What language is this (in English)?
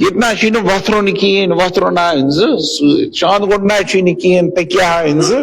Kashmiri